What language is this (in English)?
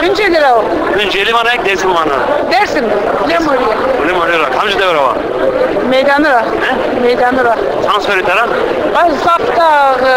Zaza